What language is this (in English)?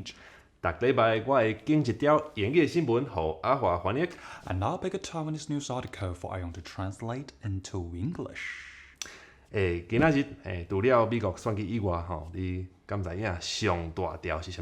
Min Nan Chinese